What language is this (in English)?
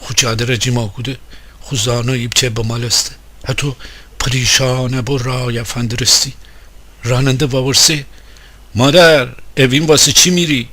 Gilaki